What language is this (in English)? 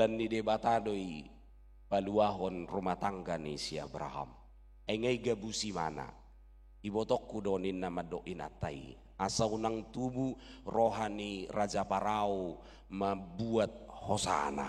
Batak Toba